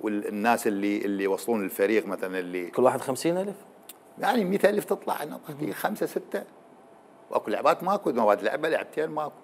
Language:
Mesopotamian Arabic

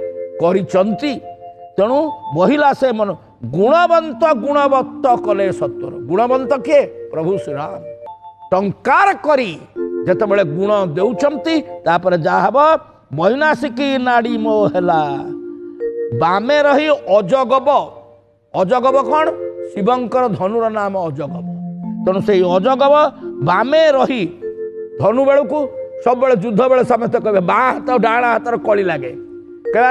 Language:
Odia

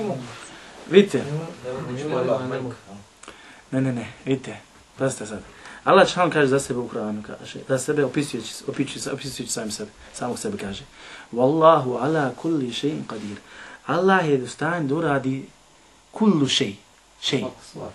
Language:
Bosnian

